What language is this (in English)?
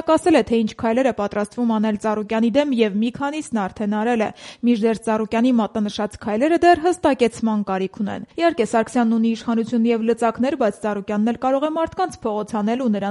Armenian